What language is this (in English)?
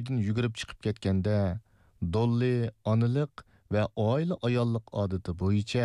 Uyghur